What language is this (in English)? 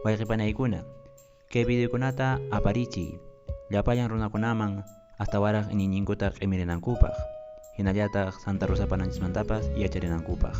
Quechua